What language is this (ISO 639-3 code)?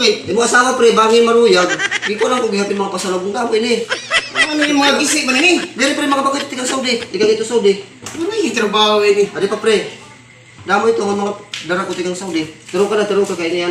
war